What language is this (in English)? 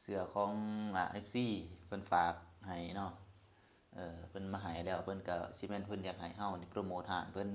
Lao